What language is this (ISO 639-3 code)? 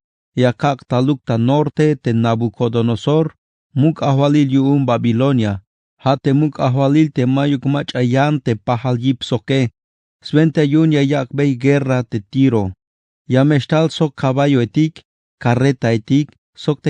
tzh